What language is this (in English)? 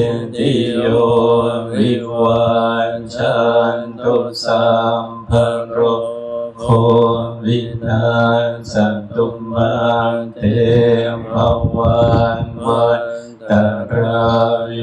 Northeastern Thai